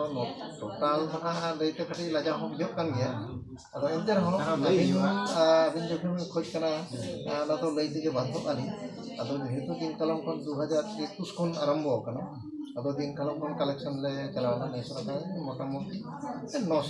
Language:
Santali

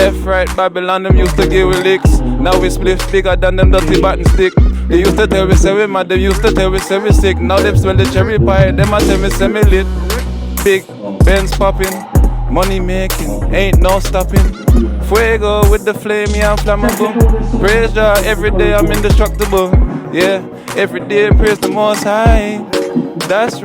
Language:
Jamaican Creole English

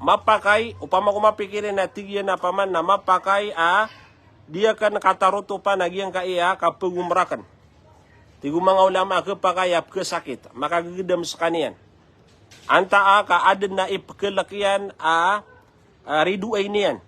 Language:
Maranao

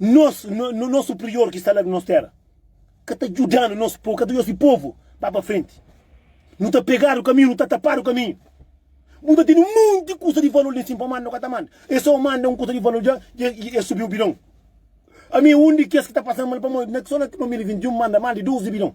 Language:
Kabuverdianu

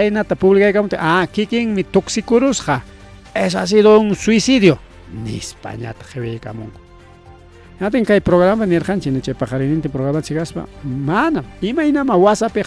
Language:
Ayacucho Quechua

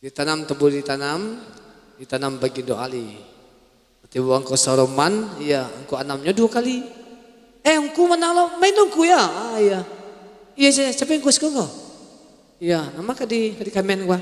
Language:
Minangkabau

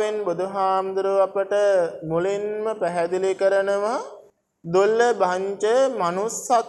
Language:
Sinhala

